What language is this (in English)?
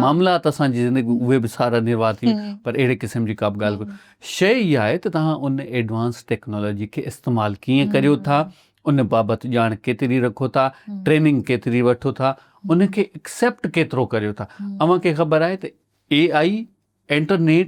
Sindhi